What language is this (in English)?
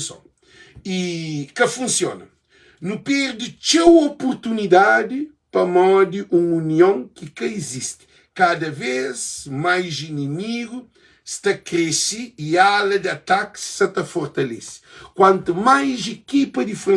Kabuverdianu